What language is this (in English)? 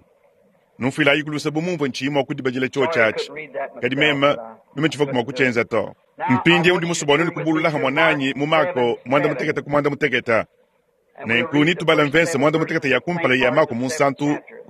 Luba-Lulua